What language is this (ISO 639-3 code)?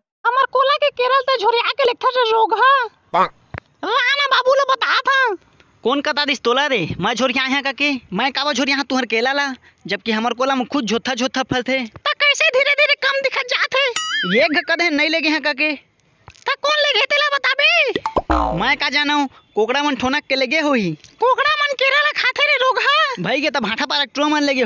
hne